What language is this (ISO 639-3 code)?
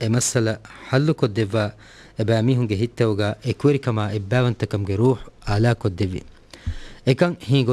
div